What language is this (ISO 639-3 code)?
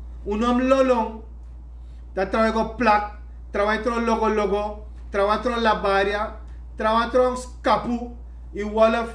srn